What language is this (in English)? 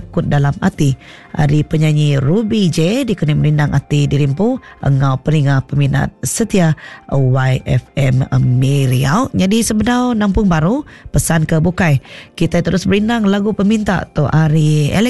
Iban